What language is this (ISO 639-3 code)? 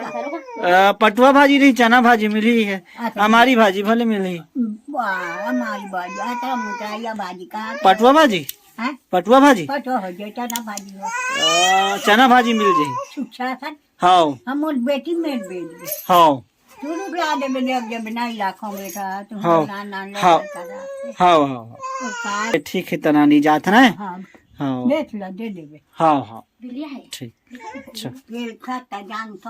hne